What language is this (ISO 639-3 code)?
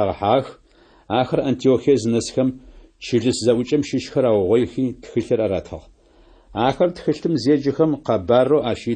ady